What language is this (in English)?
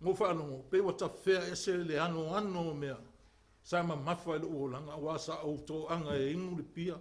Samoan